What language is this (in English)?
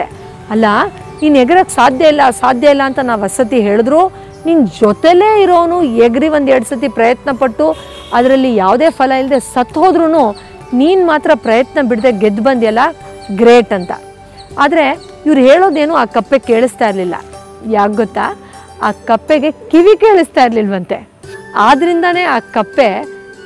Kannada